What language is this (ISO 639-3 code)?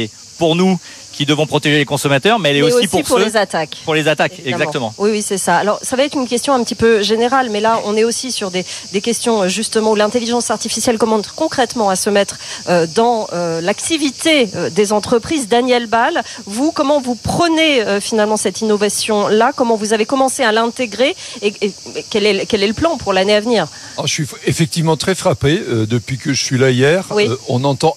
fra